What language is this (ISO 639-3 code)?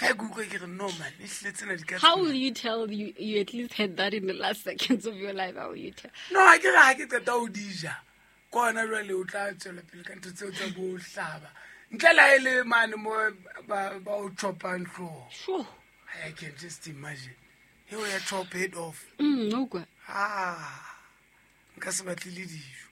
sot